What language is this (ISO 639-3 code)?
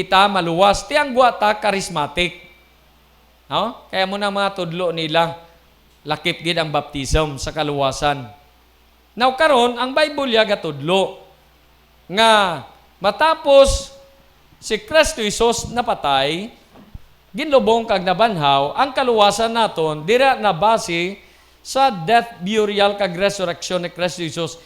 hil